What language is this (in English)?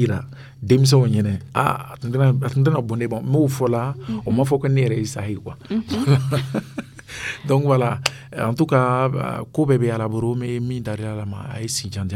Dyula